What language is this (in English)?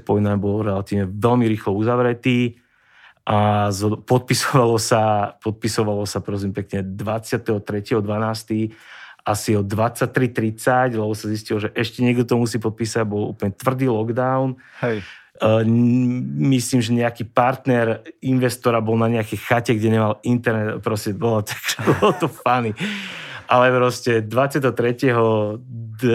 Slovak